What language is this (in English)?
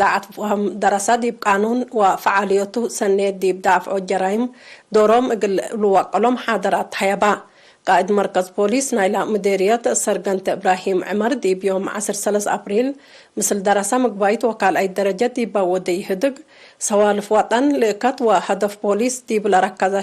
Tigre